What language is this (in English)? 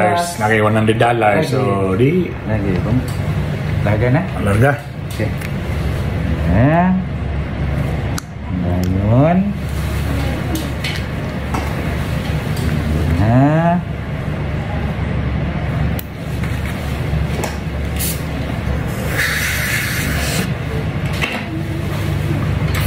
Cebuano